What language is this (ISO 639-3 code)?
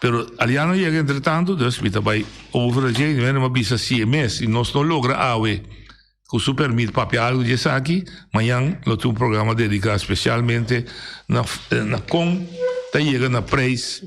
pap